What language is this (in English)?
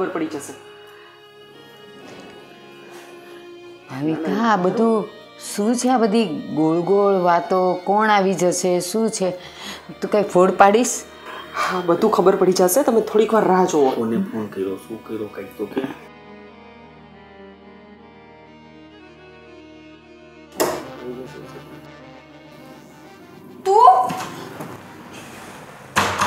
Gujarati